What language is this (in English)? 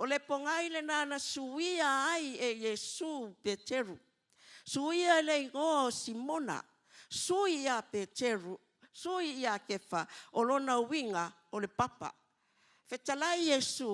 Samoan